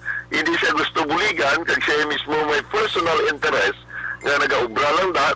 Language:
Hiligaynon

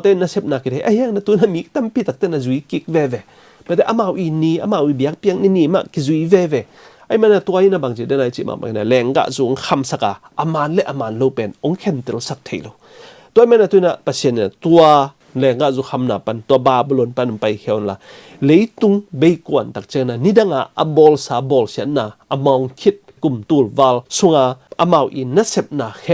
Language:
Tedim Chin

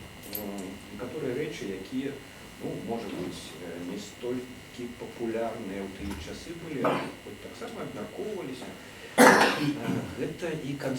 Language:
Belarusian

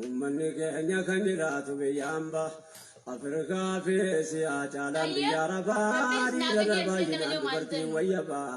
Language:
Oromo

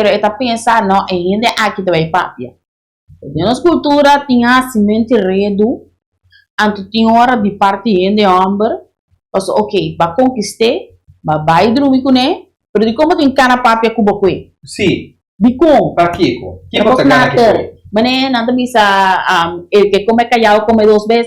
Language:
Papiamento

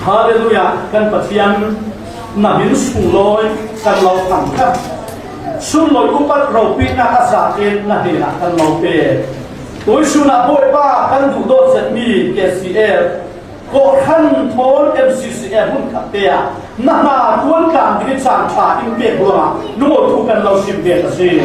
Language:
Falam Chin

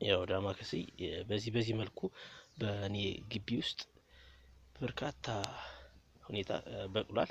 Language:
Amharic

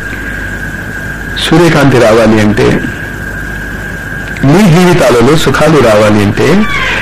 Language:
Telugu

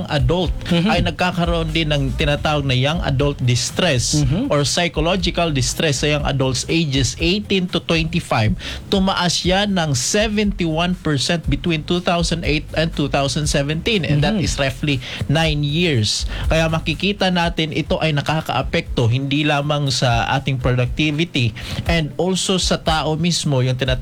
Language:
Filipino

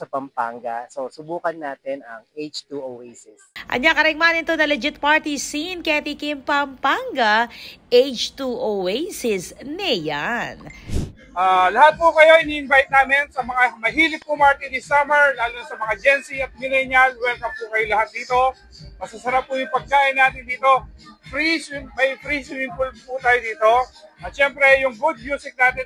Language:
Pampanga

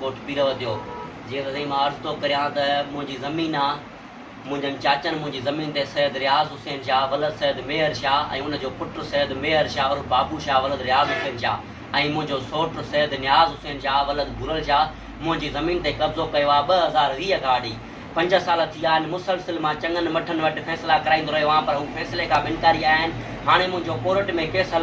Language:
Sindhi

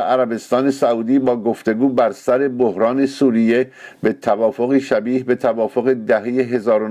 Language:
Persian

